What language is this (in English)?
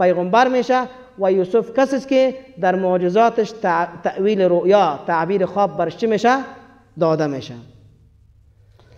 Persian